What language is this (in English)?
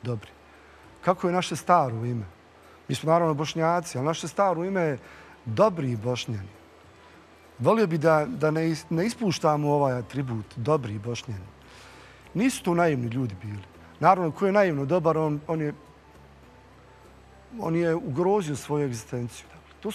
Bosnian